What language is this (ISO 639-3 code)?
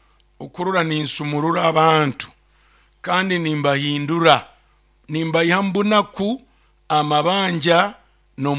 nyo